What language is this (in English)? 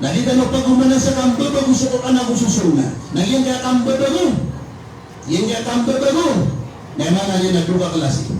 Maranao